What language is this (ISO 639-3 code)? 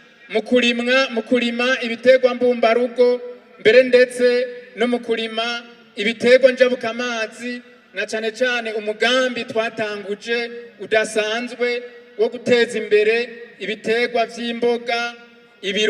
run